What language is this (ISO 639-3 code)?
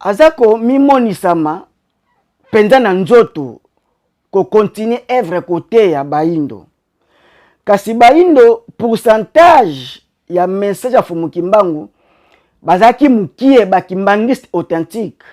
lin